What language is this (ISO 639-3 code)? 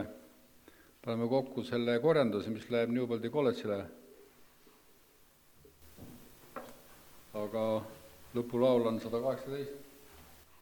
est